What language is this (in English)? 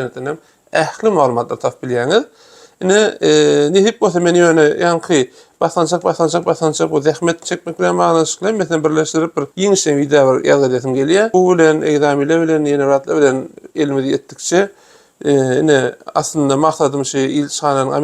Turkmen